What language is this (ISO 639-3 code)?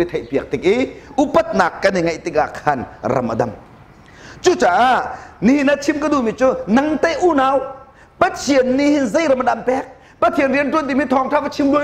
cnh